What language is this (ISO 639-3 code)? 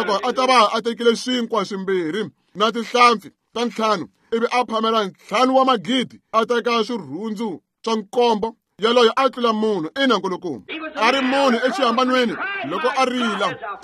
tso